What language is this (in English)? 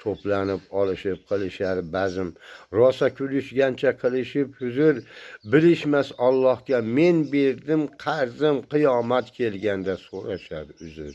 Uzbek